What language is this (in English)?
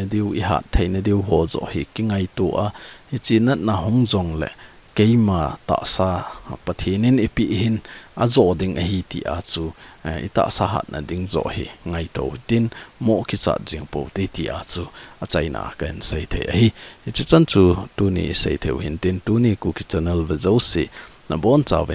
Thado Chin